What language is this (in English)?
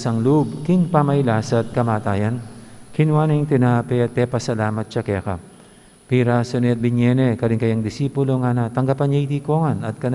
Pampanga